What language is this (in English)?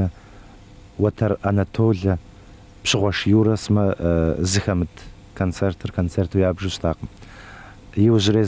Kabardian